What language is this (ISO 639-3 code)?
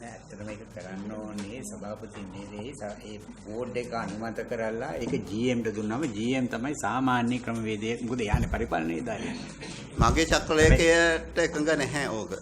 sin